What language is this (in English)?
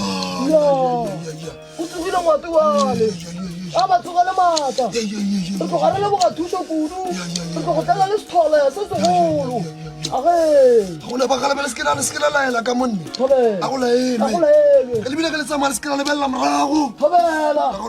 Northern Sotho